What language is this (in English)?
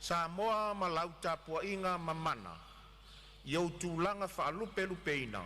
Samoan